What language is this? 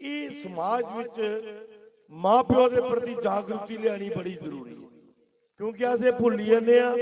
Dogri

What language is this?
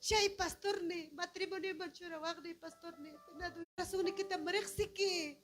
Ayacucho Quechua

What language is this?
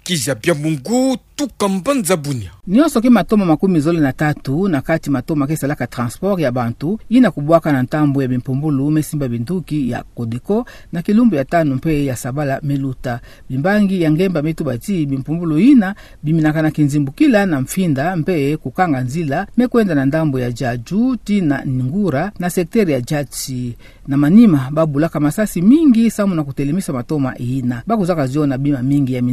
Kituba (Democratic Republic of Congo)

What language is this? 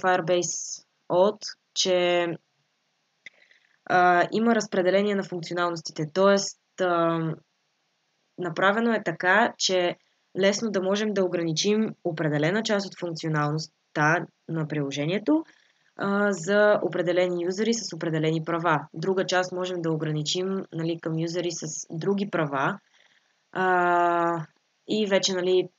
Bulgarian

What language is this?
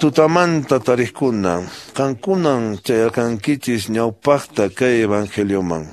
Quechua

